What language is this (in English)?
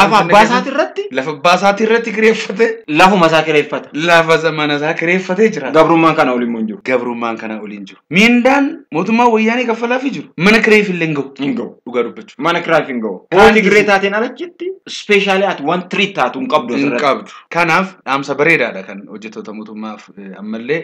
Oromo